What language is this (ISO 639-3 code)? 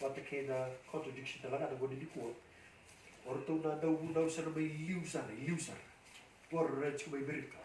fij